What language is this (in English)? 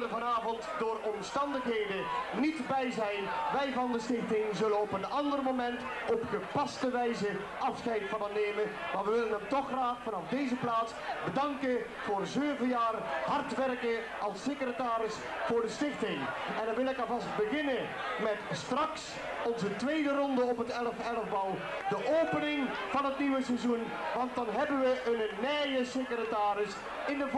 Dutch